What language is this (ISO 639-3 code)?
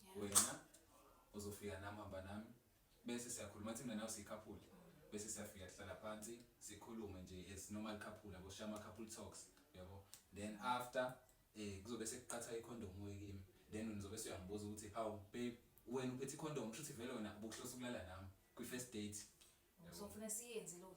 zul